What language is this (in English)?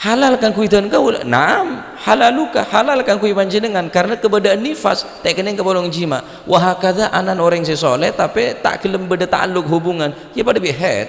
Madurese